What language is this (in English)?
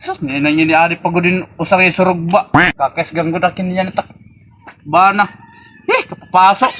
Waray